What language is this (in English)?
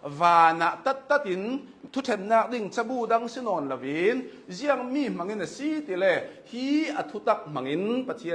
Hakha Chin